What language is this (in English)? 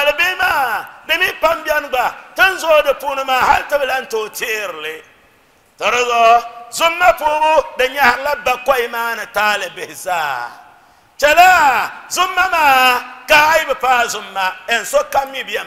Dagbani